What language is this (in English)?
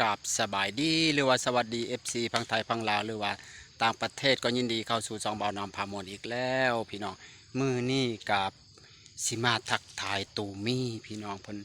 Lao